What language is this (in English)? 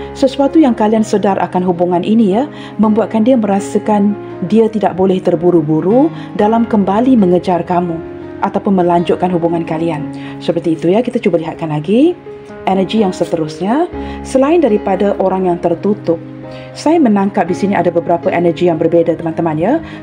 Malay